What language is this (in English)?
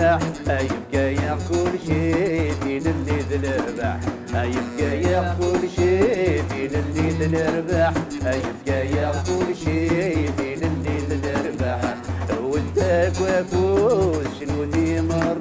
Kabyle